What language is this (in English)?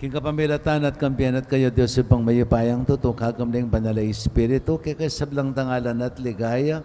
Pampanga